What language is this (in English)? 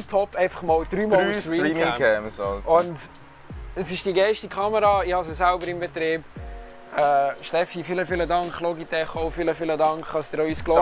Swiss German